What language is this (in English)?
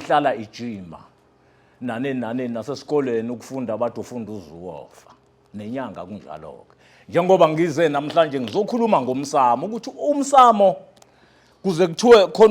Zulu